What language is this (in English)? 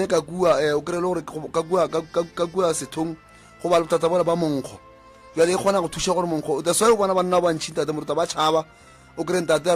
Northern Sotho